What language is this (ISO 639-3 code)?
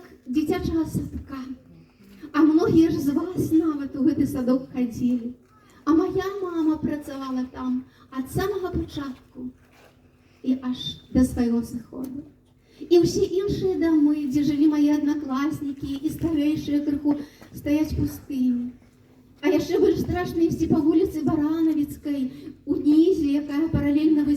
bel